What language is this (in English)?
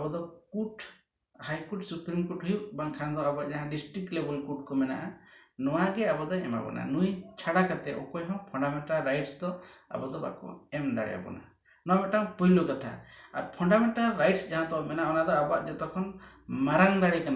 Santali